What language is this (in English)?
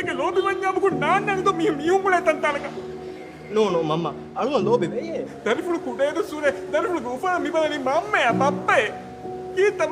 Divehi